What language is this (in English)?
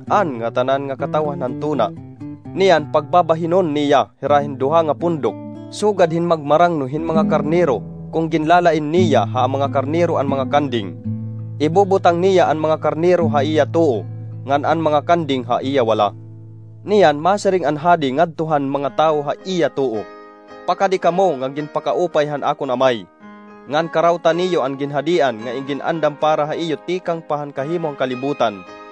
Waray